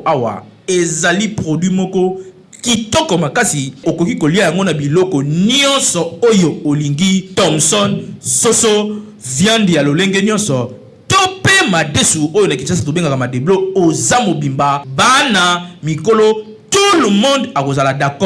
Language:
Lingala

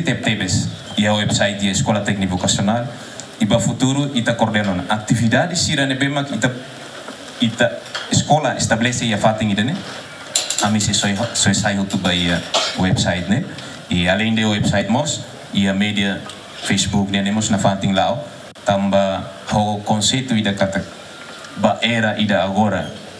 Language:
Tetum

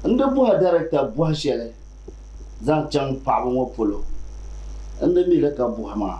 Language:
Dagbani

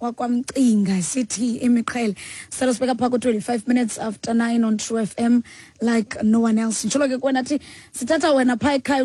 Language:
Xhosa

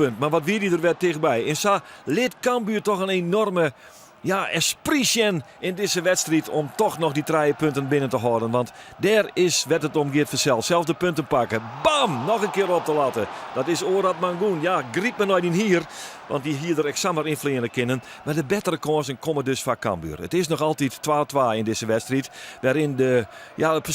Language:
Western Frisian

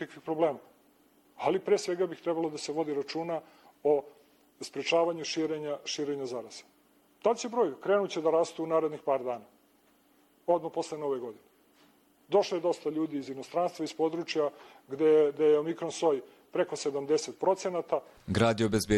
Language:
Bosnian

